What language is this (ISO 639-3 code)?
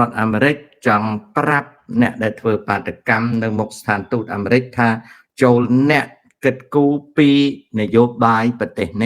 khm